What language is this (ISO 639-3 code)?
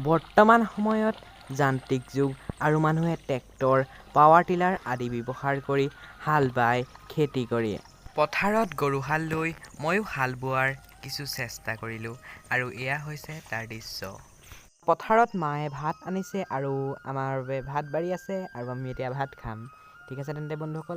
asm